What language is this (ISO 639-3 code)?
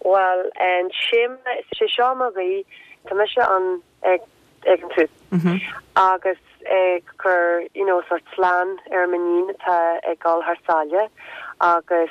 gle